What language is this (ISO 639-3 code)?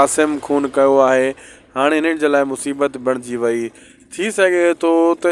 snd